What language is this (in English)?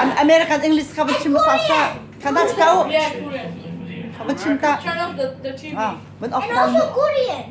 Hakha Chin